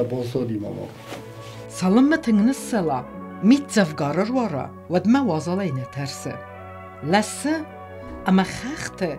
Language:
Ossetic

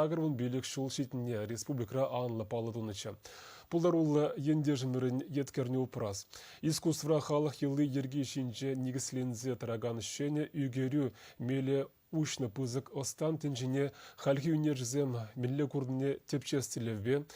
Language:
Chuvash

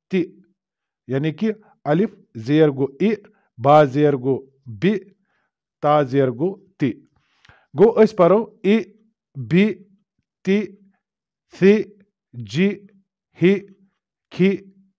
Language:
Kashmiri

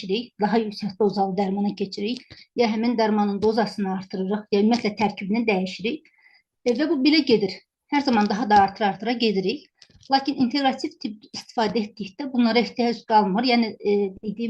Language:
Azerbaijani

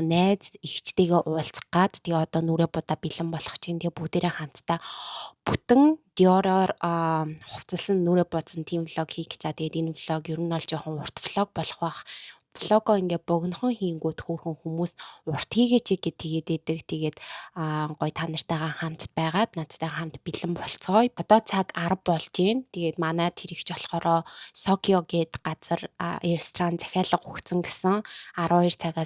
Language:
Mongolian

